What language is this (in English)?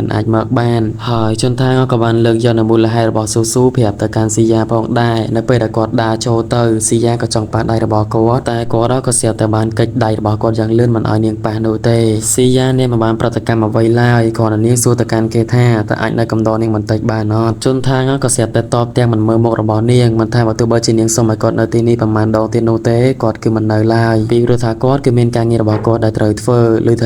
Khmer